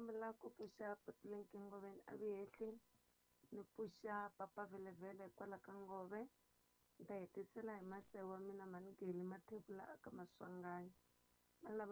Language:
Tsonga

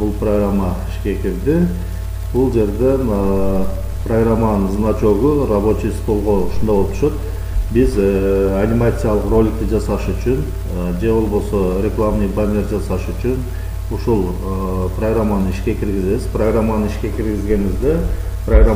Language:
Kyrgyz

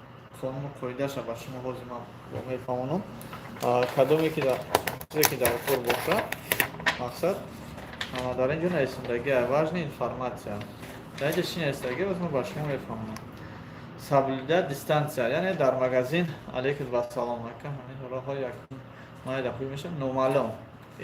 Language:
Tajik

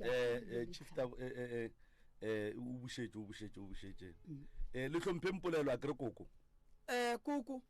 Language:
Northern Sotho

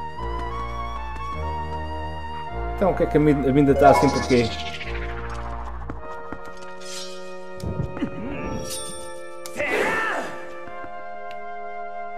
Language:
Portuguese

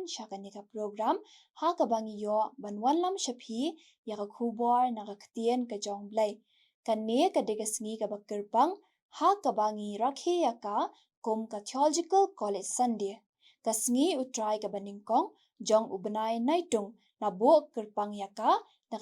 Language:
Khasi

